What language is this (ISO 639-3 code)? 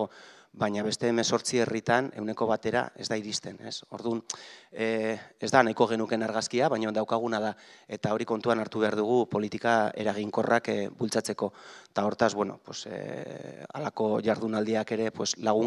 eus